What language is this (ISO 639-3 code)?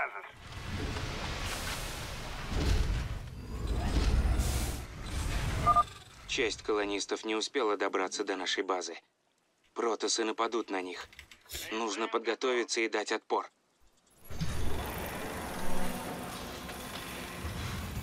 rus